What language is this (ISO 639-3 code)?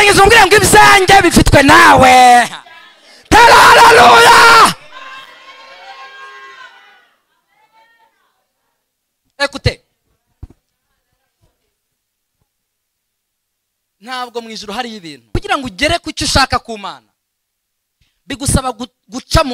kin